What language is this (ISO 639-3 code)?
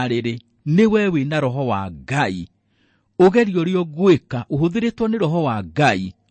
kik